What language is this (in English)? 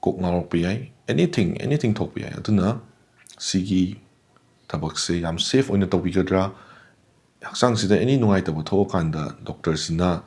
Manipuri